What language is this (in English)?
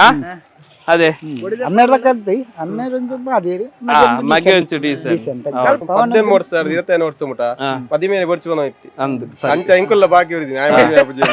Tulu